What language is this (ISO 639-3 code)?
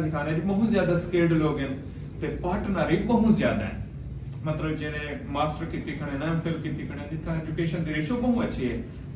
skr